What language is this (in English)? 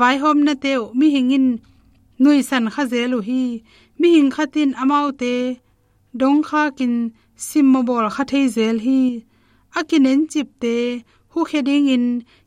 Tedim Chin